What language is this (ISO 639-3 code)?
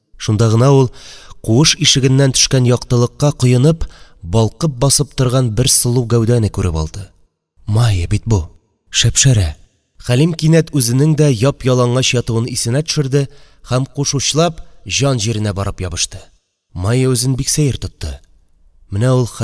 tat